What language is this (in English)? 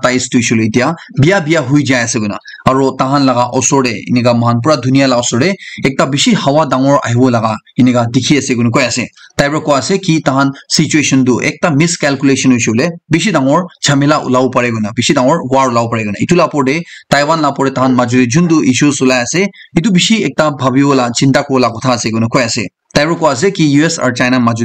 Naga Pidgin